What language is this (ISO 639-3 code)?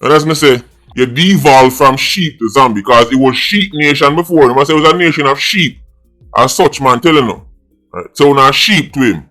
jam